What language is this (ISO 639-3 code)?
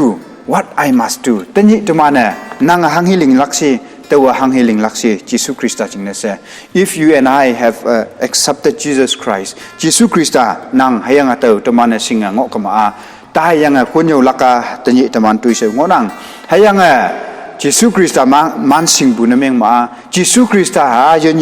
nbe